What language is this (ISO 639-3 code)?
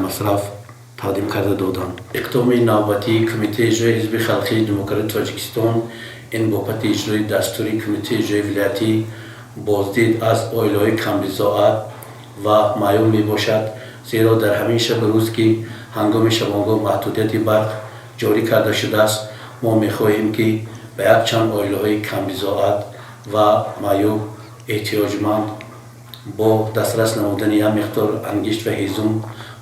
tgk